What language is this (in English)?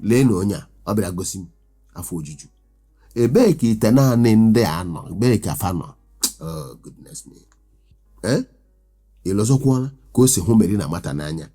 Igbo